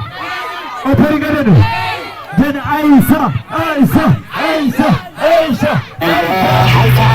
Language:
Fula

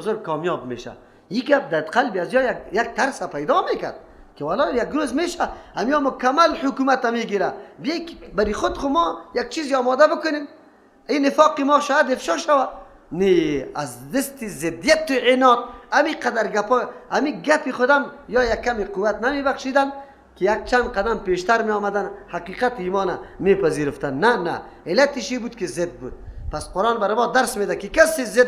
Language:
Persian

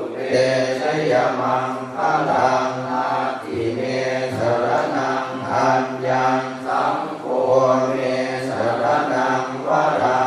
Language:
Pali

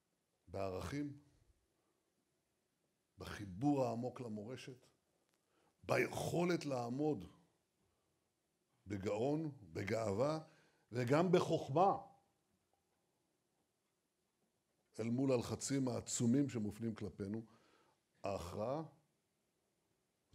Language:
Hebrew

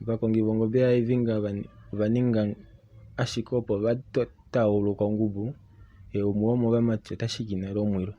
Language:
Kuanyama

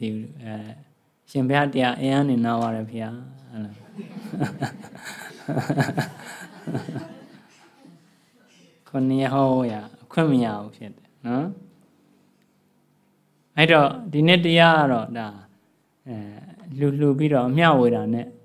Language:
Burmese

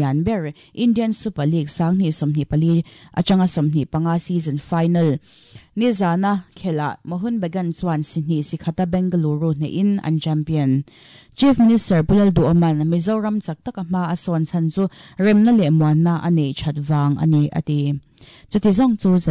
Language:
Mizo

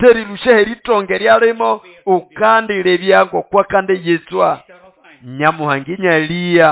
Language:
Nande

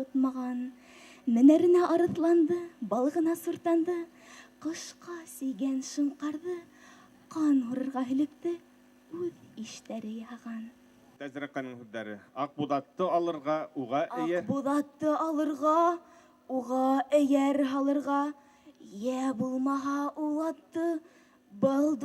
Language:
Bashkir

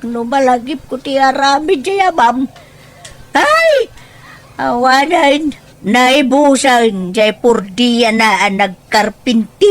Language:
Iloko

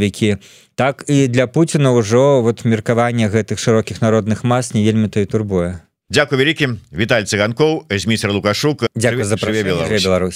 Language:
Belarusian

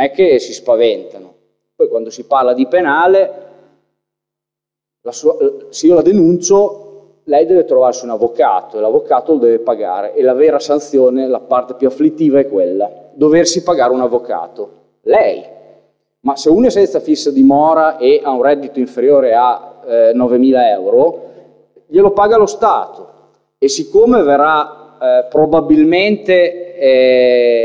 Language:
Italian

